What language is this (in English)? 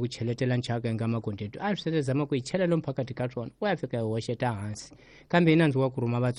Tsonga